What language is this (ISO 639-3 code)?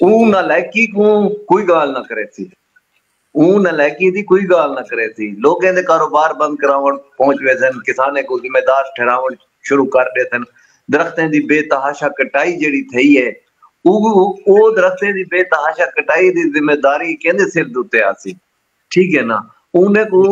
skr